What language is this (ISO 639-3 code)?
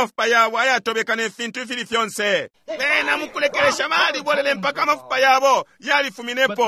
bem